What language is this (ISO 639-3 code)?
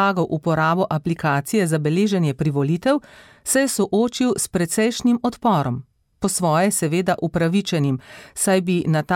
slv